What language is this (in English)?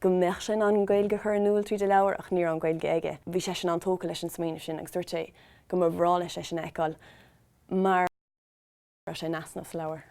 Irish